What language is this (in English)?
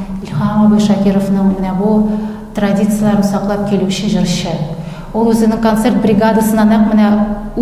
Tatar